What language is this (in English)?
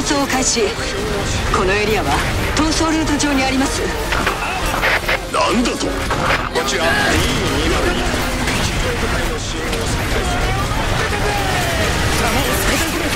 Japanese